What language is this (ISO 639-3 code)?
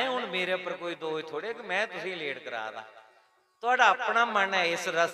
doi